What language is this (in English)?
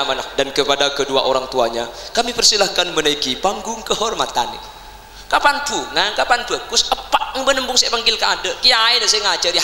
Madurese